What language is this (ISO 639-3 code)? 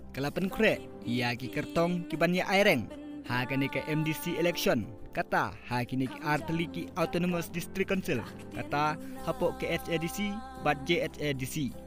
kha